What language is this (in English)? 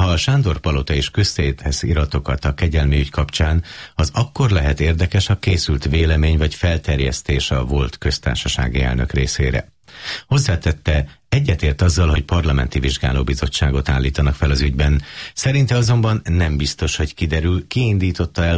Hungarian